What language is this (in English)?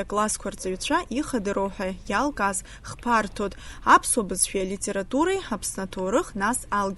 Abkhazian